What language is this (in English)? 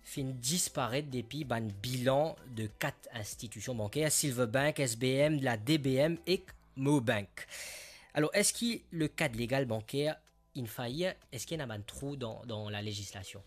Morisyen